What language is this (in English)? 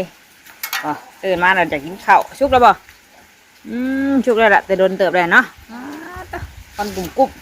Northeastern Thai